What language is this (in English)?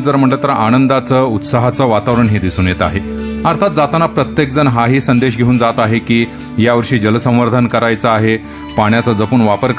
Marathi